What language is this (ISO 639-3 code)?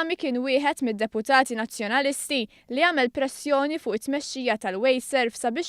mlt